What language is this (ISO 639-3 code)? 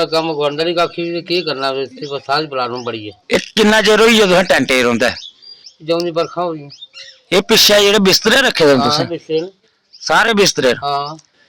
doi